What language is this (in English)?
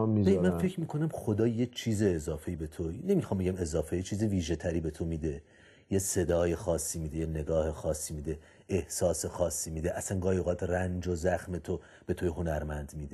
Persian